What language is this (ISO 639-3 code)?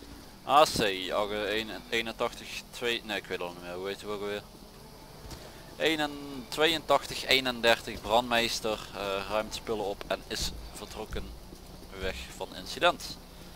nld